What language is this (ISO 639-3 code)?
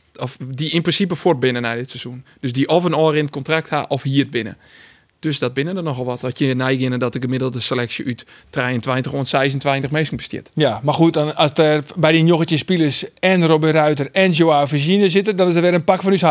fry